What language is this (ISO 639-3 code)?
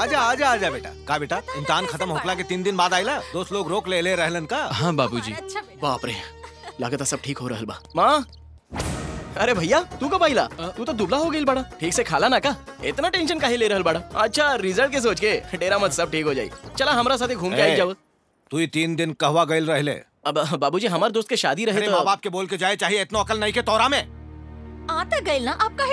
bho